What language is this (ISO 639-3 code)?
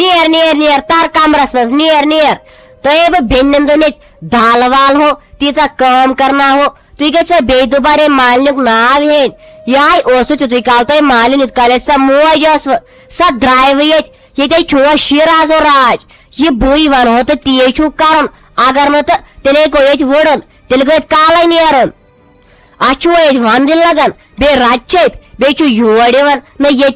kas